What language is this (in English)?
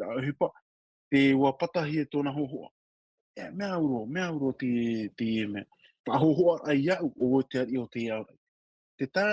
Tahitian